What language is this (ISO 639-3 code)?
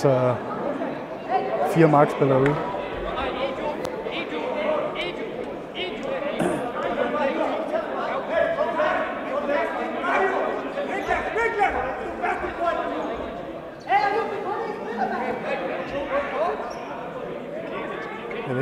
dan